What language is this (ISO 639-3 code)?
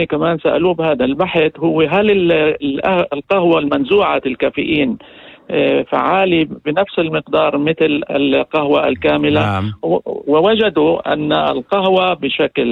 apc